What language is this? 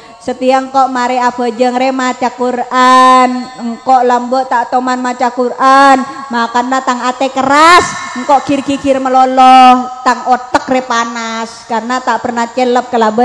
Madurese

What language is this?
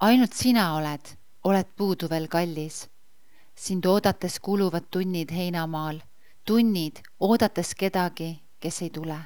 Estonian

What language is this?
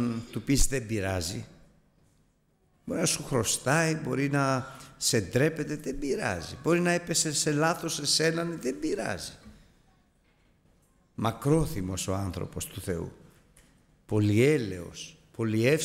Greek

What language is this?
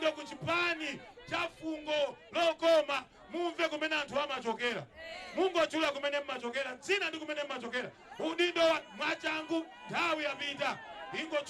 Nyanja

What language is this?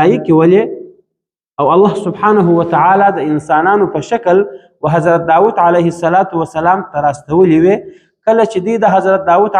Pashto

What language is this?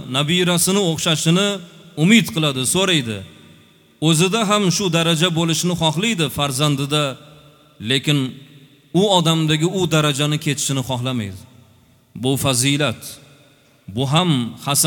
Uzbek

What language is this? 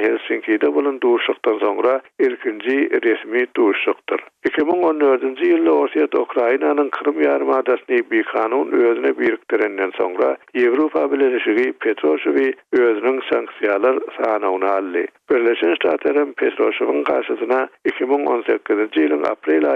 Turkmen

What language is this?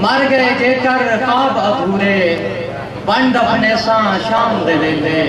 Saraiki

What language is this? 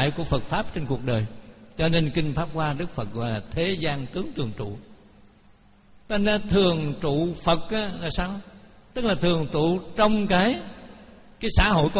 Vietnamese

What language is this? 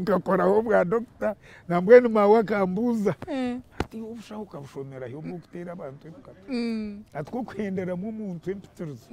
Nyankole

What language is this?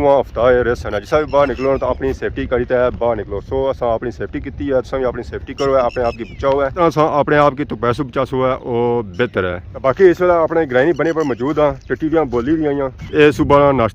Pahari-Potwari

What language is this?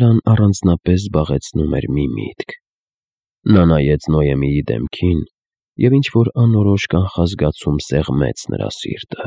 Armenian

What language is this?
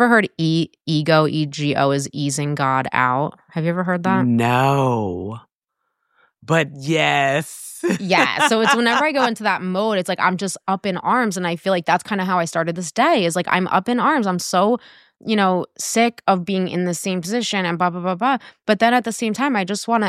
English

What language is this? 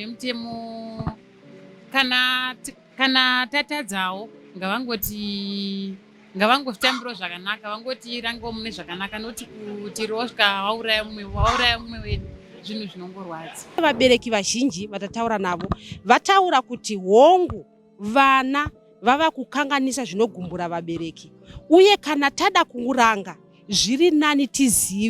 Shona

